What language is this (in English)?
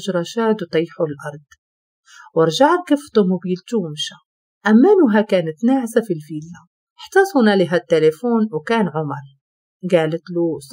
Moroccan Arabic